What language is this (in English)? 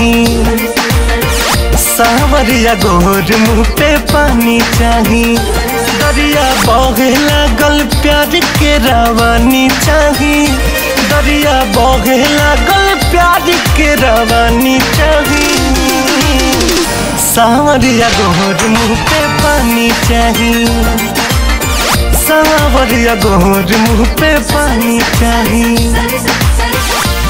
Bhojpuri